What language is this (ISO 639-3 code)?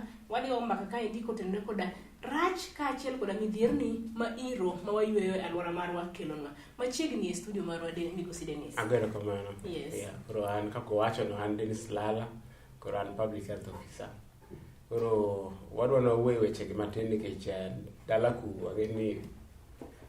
luo